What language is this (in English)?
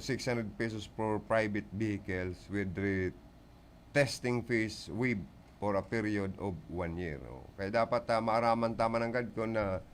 Bikol